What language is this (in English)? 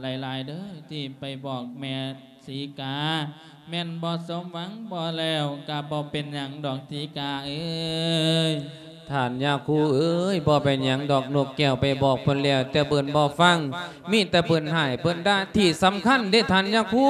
Lao